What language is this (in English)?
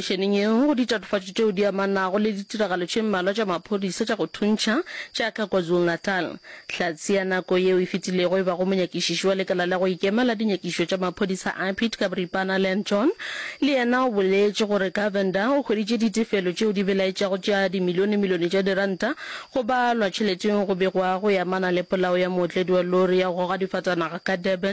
Northern Sotho